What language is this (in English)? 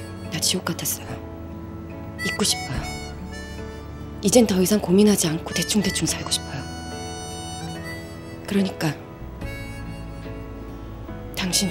Korean